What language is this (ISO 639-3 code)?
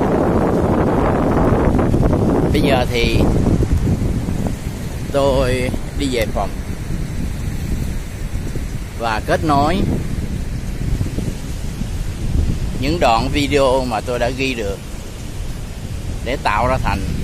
vie